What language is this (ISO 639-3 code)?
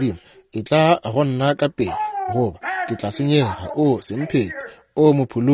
nso